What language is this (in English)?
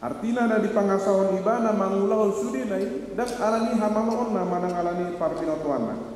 Batak Toba